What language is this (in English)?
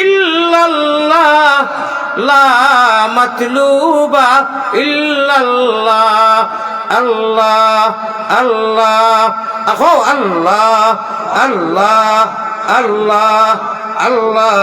Sylheti